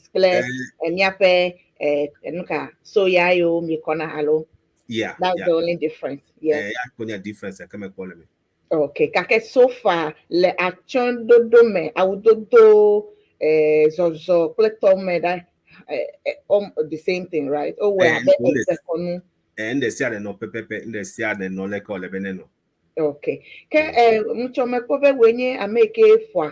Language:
Ewe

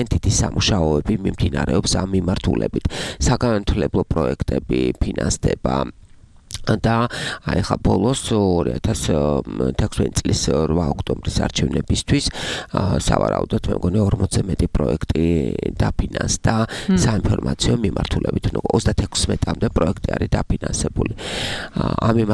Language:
Georgian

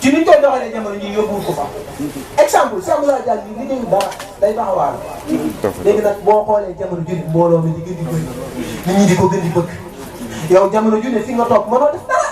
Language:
Wolof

